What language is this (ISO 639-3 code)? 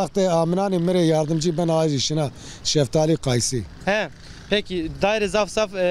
zza